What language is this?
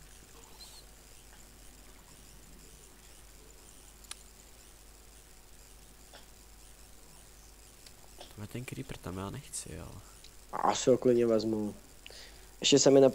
Czech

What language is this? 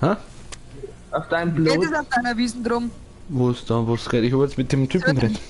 Bavarian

